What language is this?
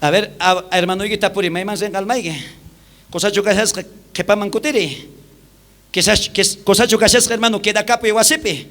South Bolivian Quechua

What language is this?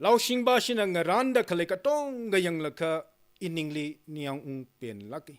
Tangkhul Naga (India)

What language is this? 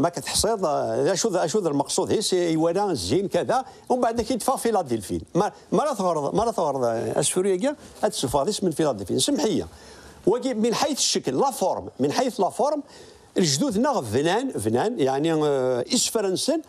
Kabyle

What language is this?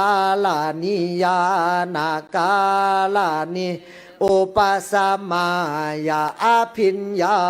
Pali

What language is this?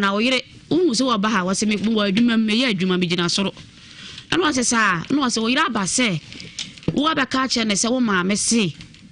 Akan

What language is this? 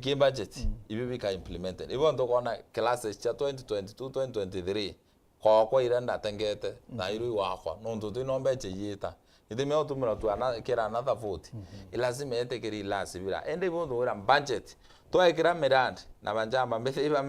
Meru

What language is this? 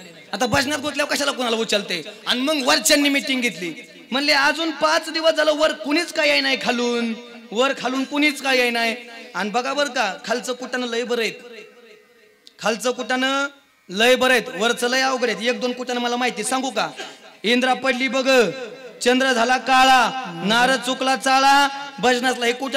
Marathi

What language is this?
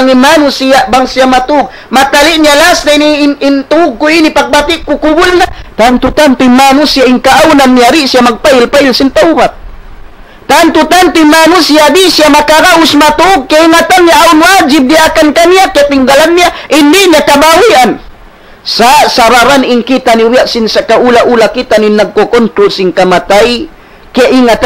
Tausug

